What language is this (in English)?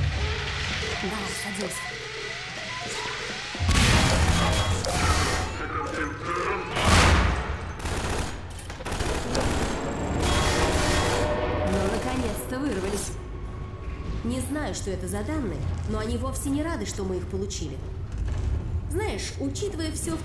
Russian